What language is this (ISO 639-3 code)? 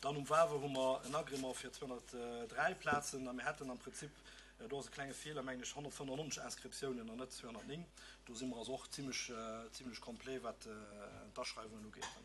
ltz